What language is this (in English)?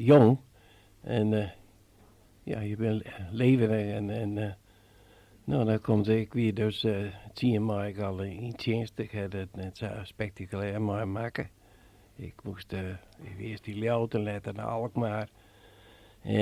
Western Frisian